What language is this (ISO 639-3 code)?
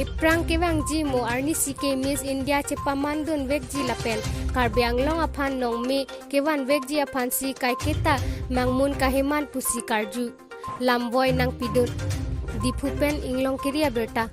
mjw